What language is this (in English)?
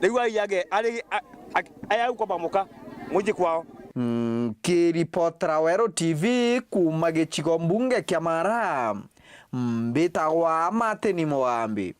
Meru